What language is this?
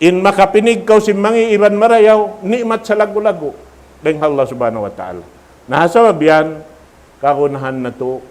Tausug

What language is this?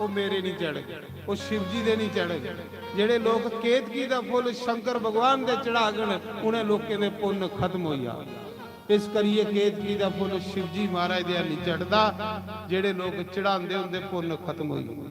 Dogri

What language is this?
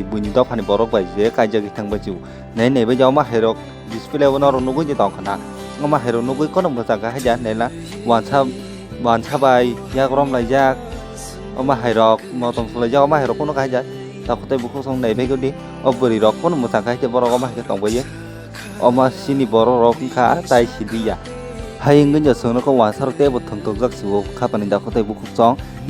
Kok Borok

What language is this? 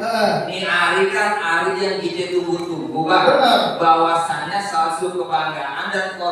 Betawi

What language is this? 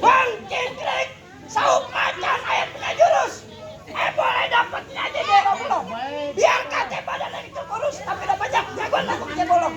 Betawi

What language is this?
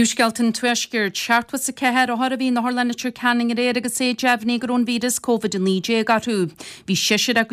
Irish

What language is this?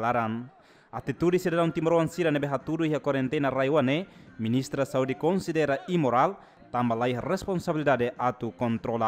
Tetum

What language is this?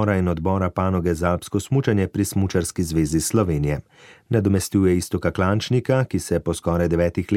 Slovenian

